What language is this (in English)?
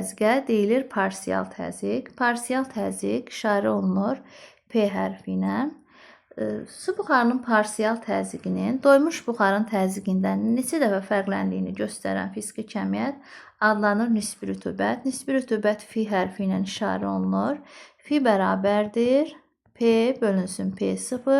Azerbaijani